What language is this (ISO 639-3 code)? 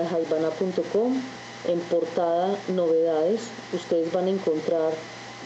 spa